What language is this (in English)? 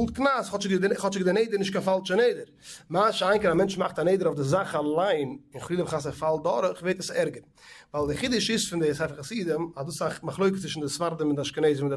Yiddish